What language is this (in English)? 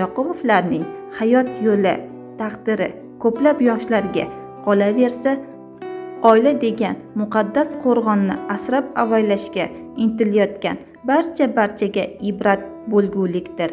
Uzbek